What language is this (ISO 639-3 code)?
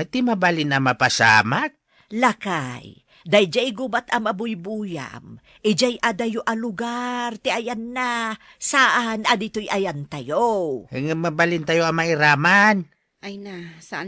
ilo